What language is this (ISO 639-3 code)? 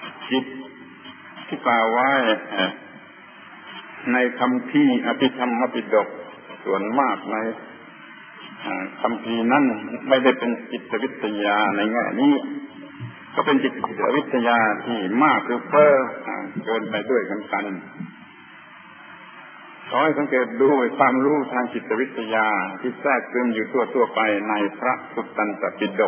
tha